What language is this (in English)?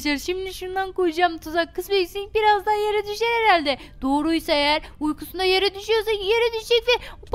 Turkish